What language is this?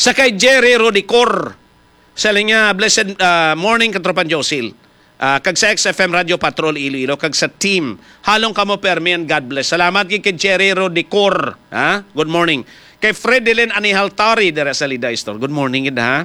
Hiligaynon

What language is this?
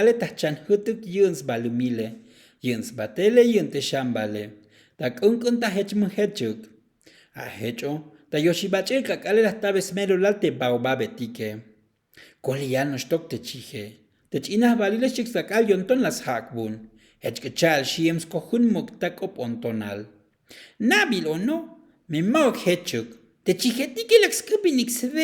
Tzotzil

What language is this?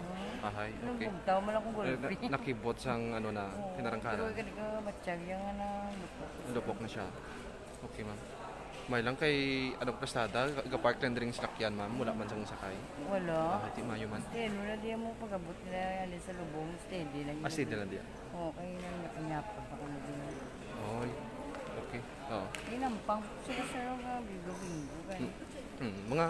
Hiligaynon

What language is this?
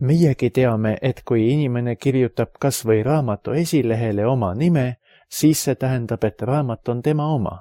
Estonian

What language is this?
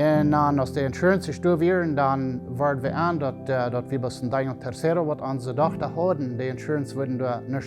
Plautdietsch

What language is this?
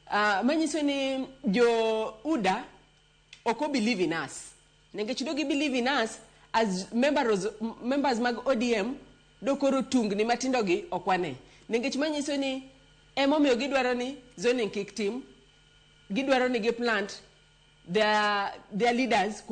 Luo (Kenya and Tanzania)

